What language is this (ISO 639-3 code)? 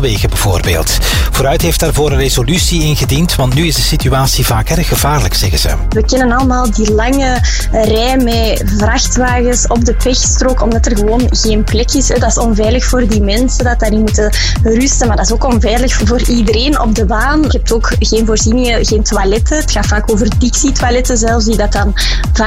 nld